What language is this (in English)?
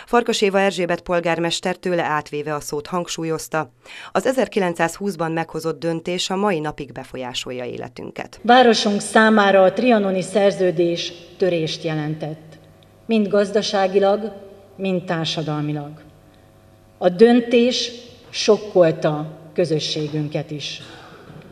Hungarian